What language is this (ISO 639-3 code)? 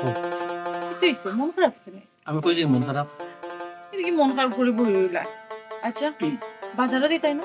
syl